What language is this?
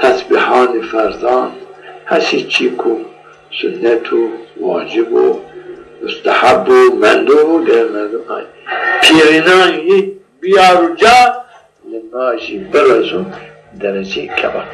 Zaza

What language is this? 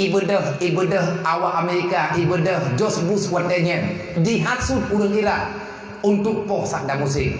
Achinese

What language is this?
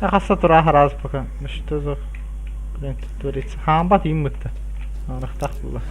Yakut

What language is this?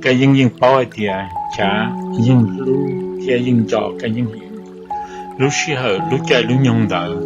Hmong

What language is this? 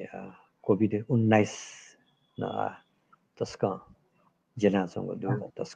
Newari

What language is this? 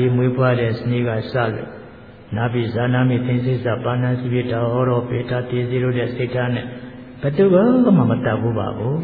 Burmese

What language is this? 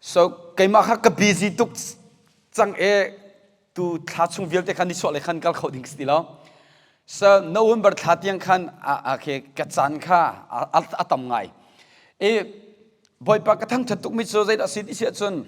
Hakha Chin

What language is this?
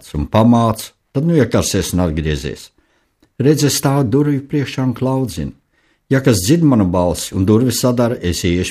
Latvian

